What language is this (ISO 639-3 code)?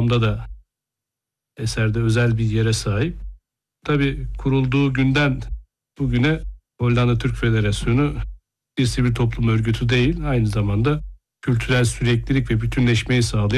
tur